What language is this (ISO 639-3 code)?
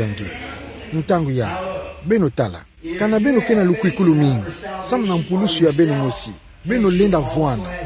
ktu